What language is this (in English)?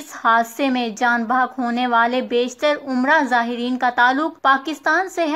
Urdu